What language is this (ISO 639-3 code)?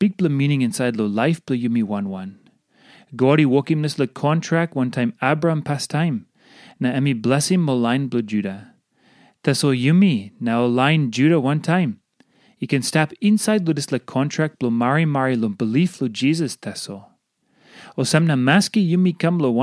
tpi